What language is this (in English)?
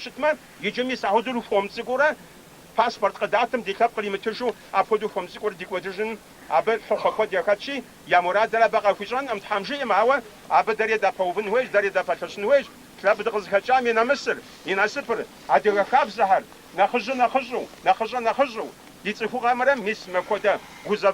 Kabardian